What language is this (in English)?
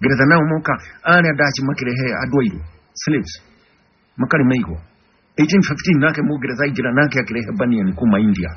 Kikuyu